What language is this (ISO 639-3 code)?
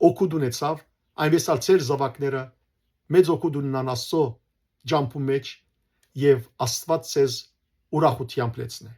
hyw